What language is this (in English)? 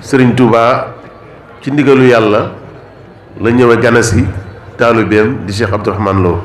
Wolof